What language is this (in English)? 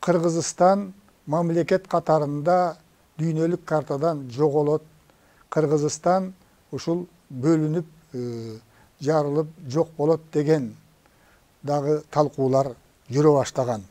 Kyrgyz